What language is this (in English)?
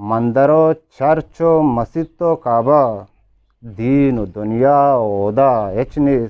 Eastern Balochi